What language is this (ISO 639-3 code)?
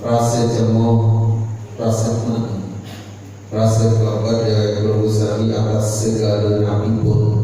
sas